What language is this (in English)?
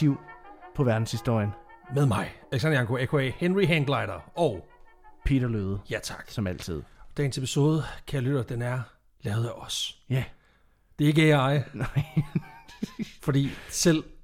Danish